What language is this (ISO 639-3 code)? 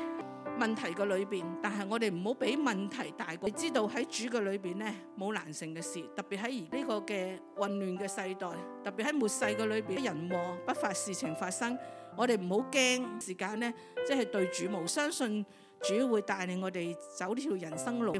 yue